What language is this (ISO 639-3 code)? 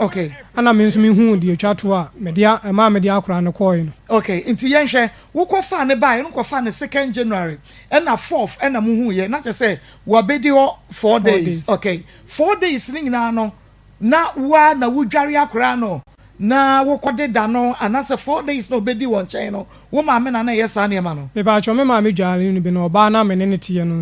aka